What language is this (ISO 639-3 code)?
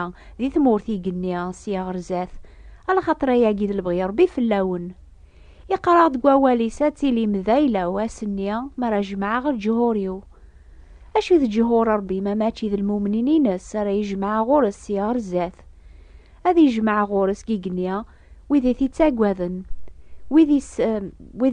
kab